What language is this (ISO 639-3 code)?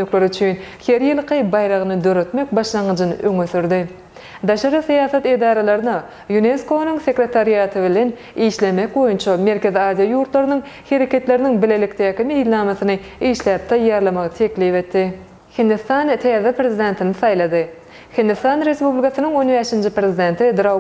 tuk